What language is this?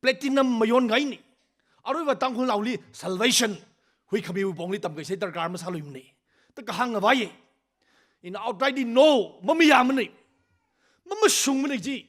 Tangkhul Naga (India)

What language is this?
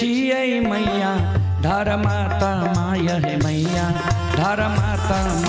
Maithili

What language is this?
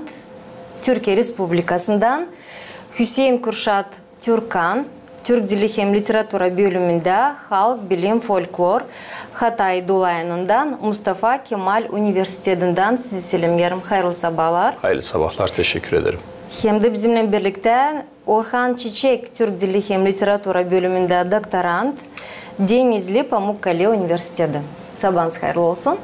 Gagauz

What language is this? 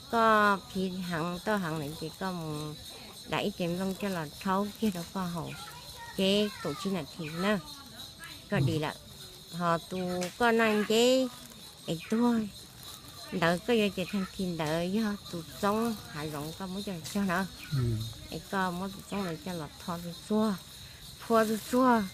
Hmong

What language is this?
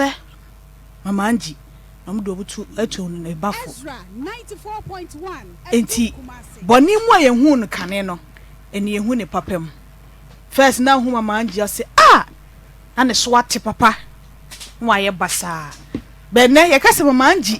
Akan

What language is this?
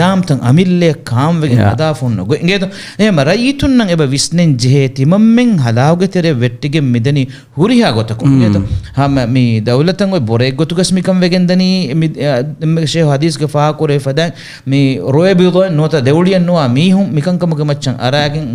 Divehi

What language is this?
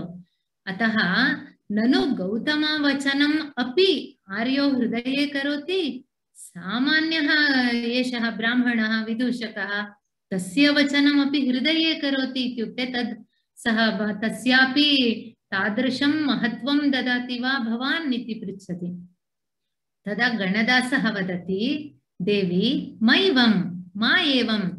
Sanskrit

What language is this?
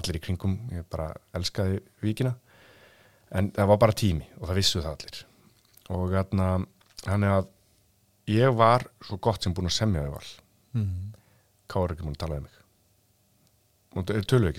Icelandic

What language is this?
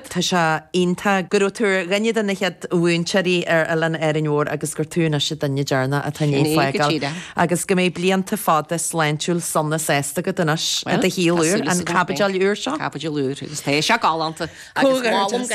Irish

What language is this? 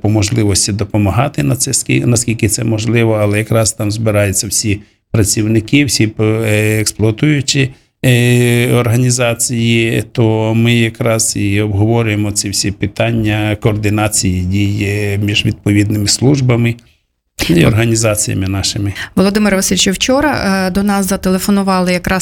Ukrainian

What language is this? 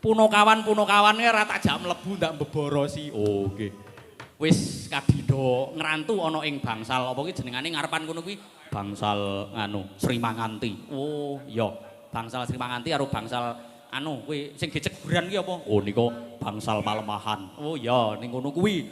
Javanese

